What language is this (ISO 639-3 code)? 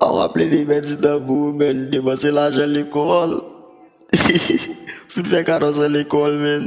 hat